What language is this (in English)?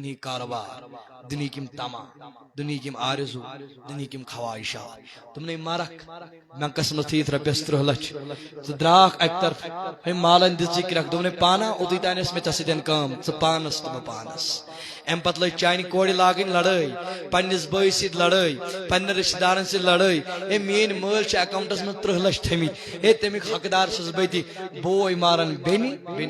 Kashmiri